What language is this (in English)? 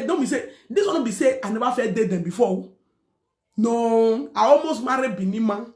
Nigerian Pidgin